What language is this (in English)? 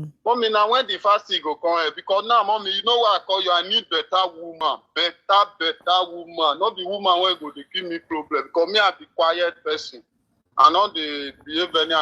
Nigerian Pidgin